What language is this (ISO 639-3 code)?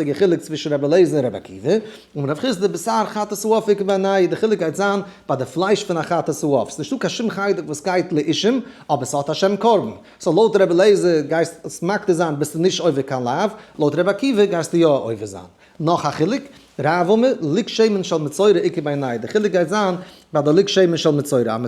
yid